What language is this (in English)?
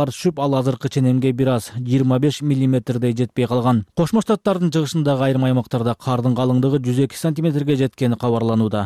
Kyrgyz